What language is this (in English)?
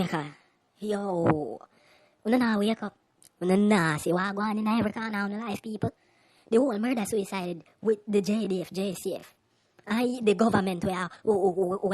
Jamaican Creole English